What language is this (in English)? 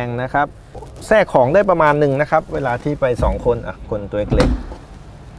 Thai